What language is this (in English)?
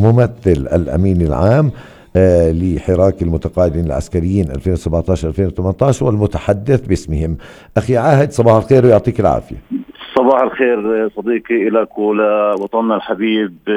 North Levantine Arabic